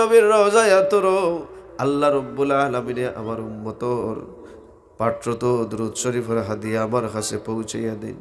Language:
Sylheti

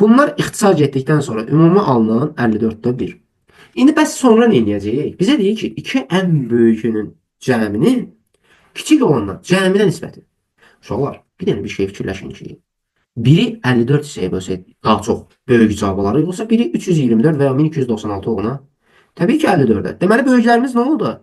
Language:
Azerbaijani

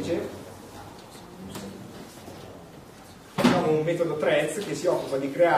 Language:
Italian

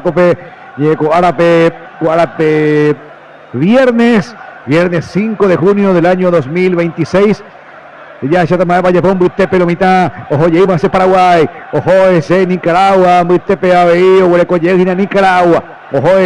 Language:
Guarani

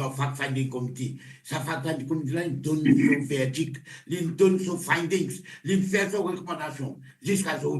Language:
Morisyen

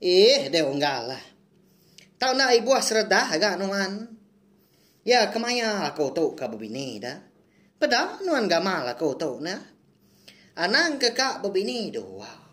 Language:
Iban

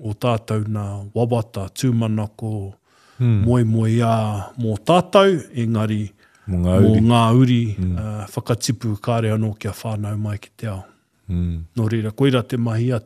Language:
Māori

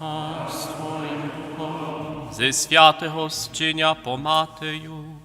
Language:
Upper Sorbian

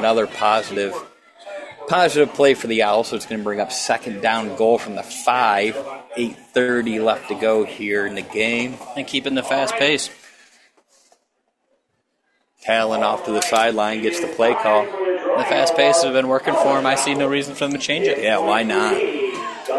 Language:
English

